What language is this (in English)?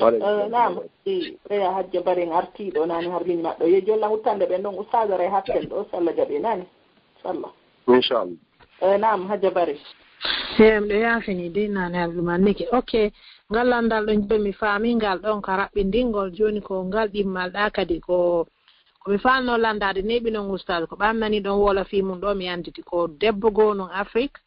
Fula